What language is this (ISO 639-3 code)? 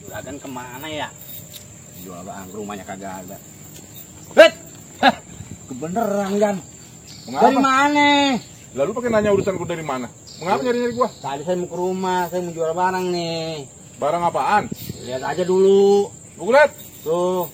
bew